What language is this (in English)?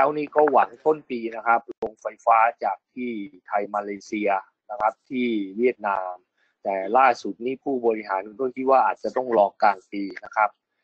Thai